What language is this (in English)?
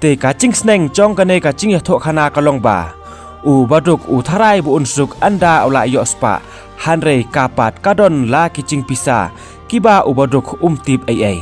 Khasi